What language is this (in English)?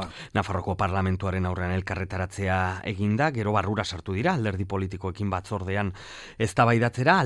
Basque